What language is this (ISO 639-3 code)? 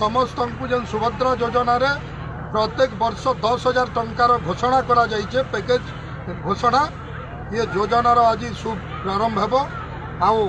ori